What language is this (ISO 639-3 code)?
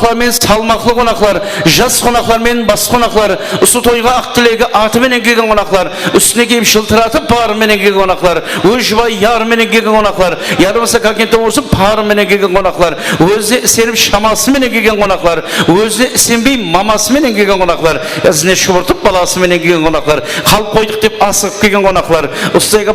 kaa